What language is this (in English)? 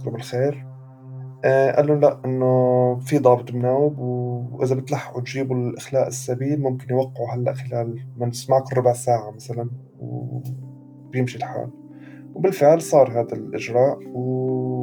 North Levantine Arabic